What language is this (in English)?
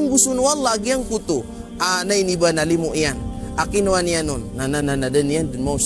Maranao